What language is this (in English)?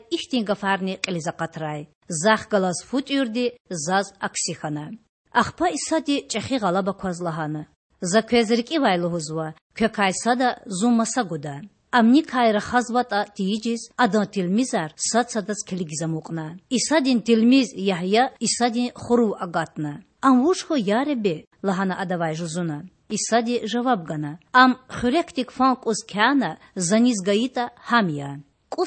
Lezghian